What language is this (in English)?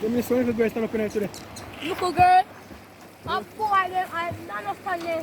Jamaican Creole English